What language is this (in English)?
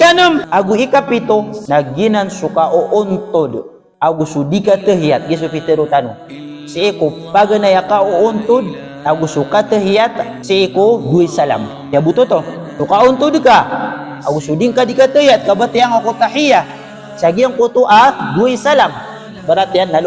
Maranao